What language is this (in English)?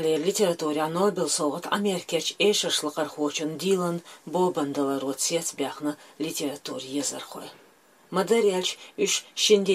Chechen